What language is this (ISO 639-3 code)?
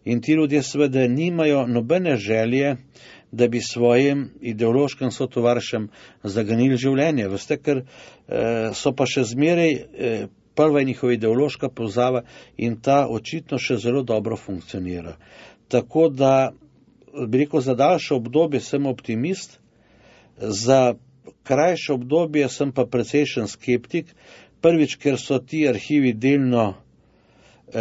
slv